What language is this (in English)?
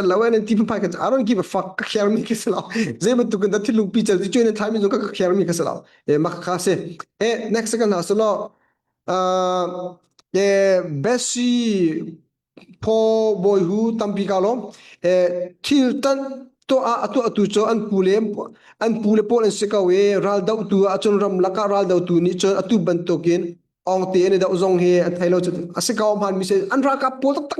Hakha Chin